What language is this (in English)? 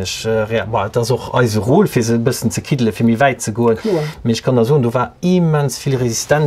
Luxembourgish